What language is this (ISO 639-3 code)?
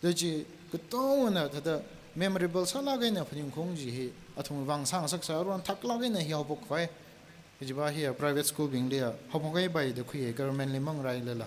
nmf